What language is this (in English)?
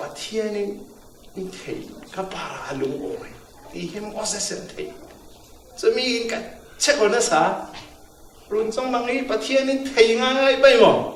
Falam Chin